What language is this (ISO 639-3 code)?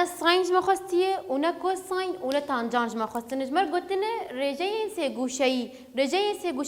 kur